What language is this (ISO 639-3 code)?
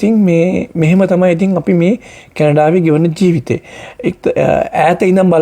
sin